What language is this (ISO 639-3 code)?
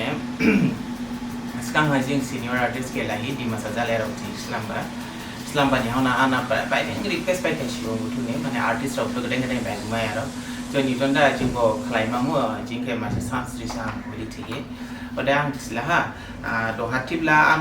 dis